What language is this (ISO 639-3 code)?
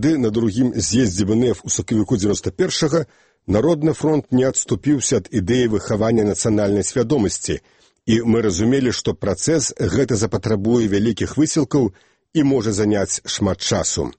bel